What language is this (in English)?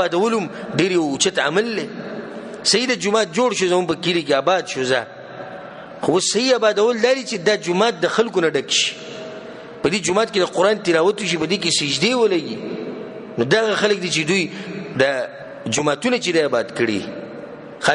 Pashto